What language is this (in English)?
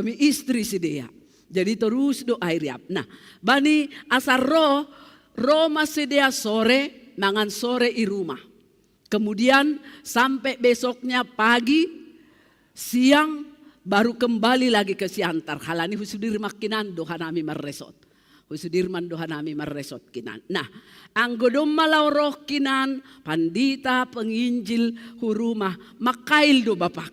Batak Simalungun